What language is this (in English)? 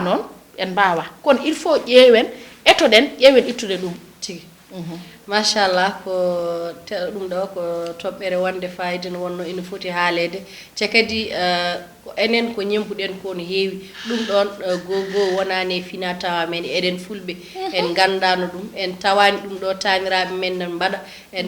Fula